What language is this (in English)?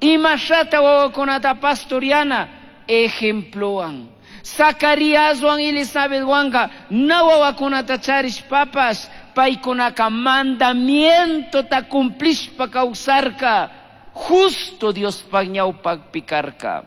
Chimborazo Highland Quichua